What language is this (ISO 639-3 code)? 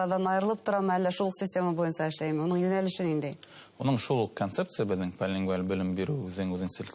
bak